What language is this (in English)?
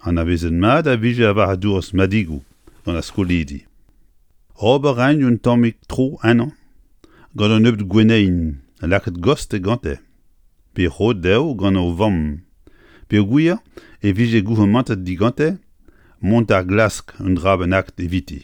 Breton